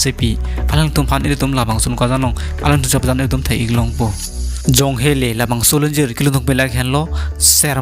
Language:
Karbi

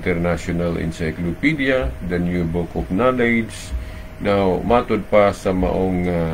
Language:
Cebuano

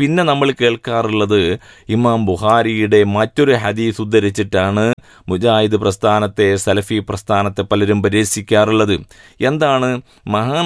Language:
Malayalam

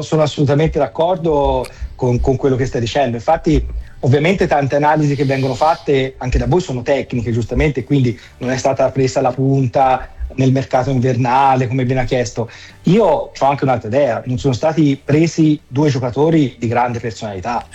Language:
Italian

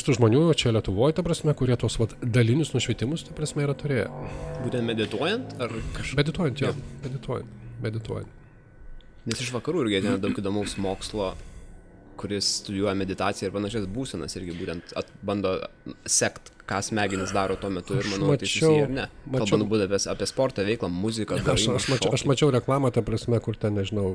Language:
Lithuanian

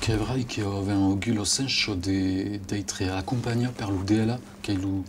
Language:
Occitan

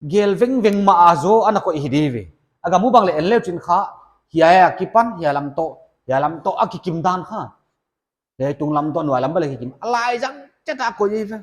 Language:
Paite Chin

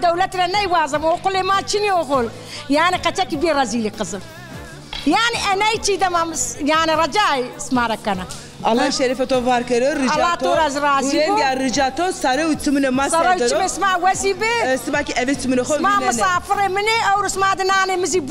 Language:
Zaza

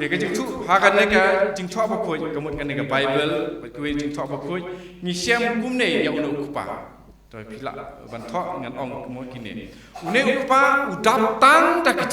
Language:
Khasi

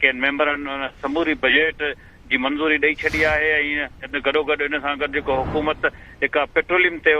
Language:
Sindhi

